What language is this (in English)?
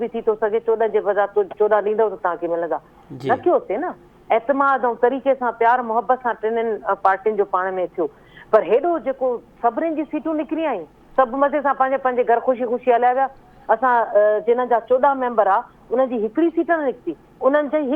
Sindhi